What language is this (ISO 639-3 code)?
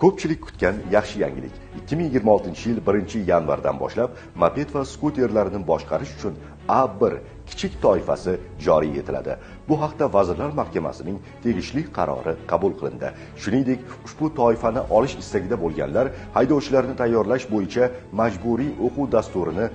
uzb